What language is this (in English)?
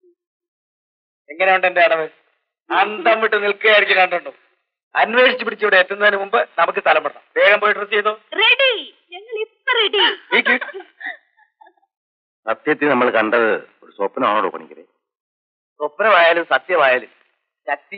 Malayalam